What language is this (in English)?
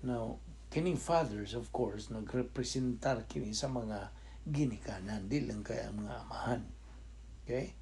Cebuano